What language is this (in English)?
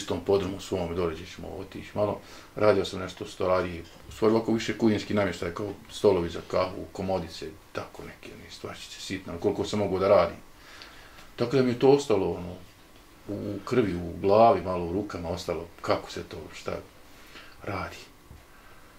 Bosnian